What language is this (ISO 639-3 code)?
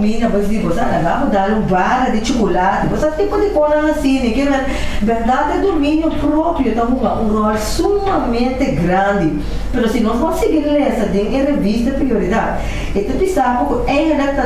pap